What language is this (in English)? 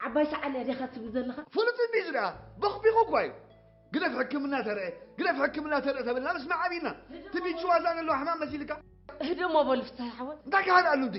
Tigrinya